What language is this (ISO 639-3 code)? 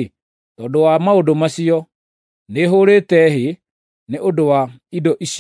kik